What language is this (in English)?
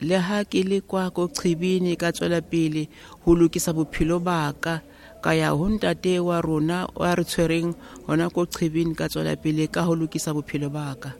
Southern Sotho